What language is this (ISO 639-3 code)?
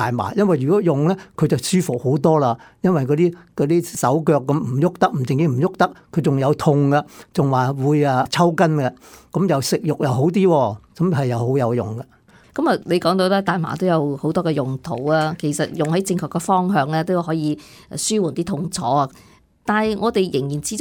yue